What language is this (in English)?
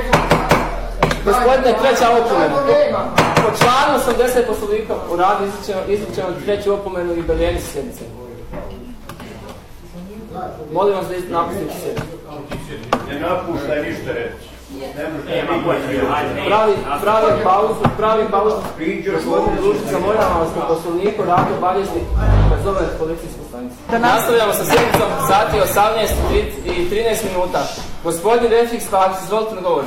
Bosnian